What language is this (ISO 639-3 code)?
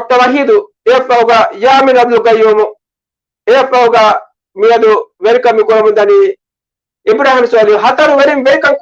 div